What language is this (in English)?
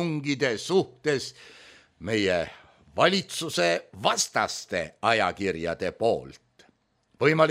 Estonian